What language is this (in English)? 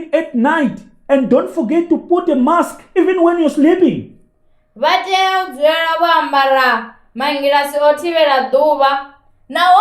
Venda